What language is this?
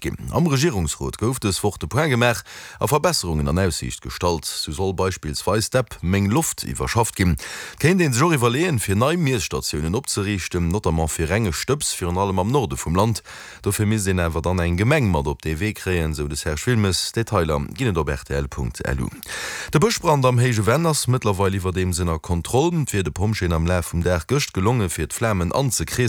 Luxembourgish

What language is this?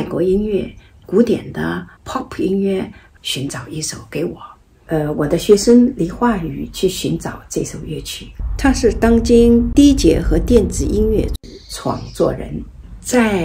Chinese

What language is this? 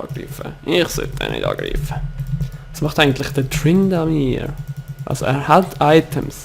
Swiss German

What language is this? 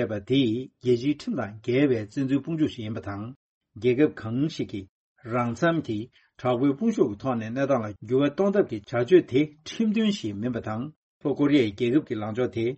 Tibetan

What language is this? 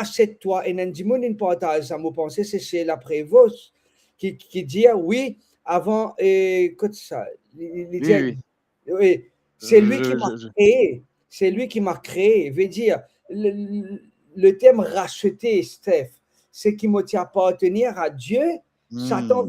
Morisyen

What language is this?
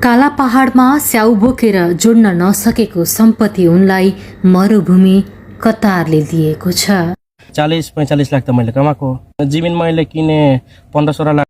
Nepali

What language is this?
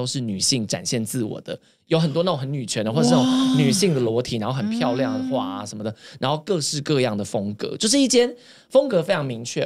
Chinese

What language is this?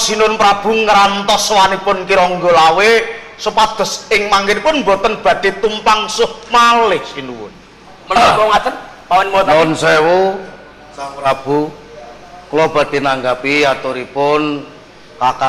Javanese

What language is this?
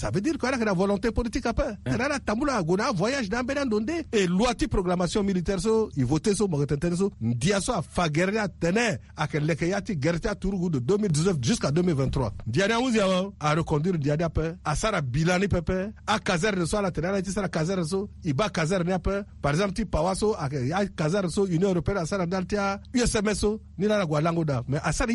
Sango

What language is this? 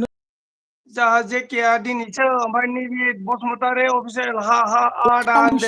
Bodo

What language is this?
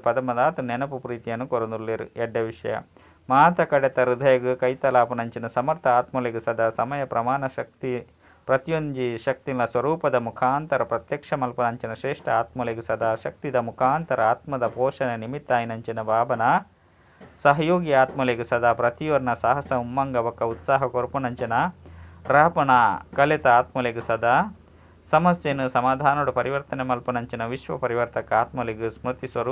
Tulu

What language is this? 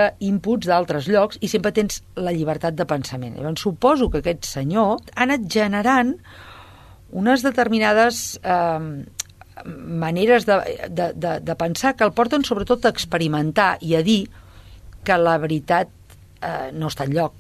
Catalan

